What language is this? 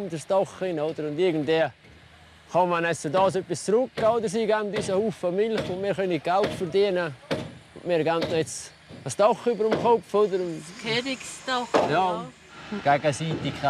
Swiss German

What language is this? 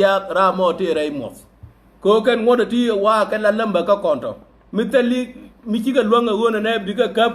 Nuer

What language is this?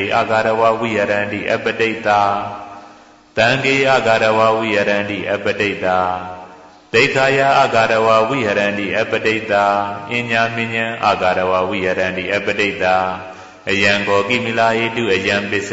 Burmese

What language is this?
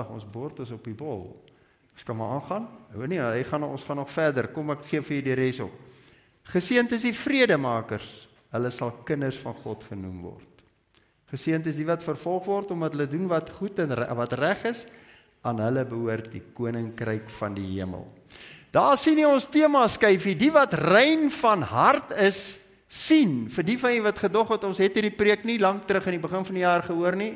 Afrikaans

